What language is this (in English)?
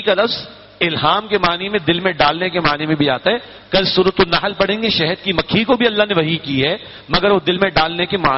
Urdu